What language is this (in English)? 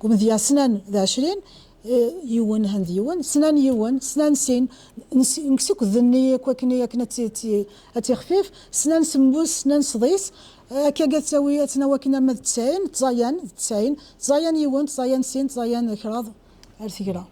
Kabyle